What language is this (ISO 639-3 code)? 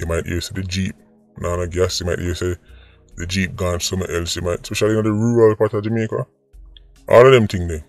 jam